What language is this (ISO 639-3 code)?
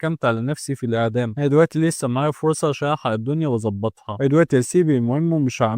arz